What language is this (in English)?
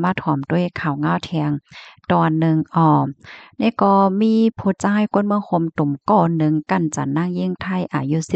Shan